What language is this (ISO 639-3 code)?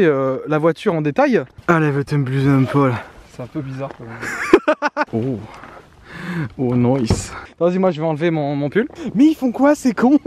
fra